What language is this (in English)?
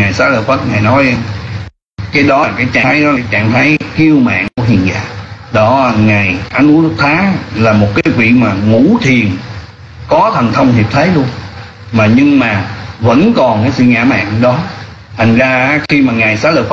Vietnamese